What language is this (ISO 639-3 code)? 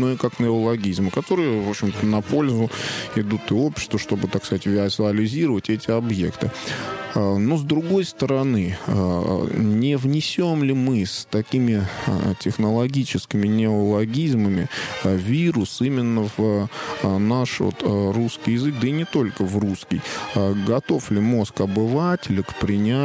rus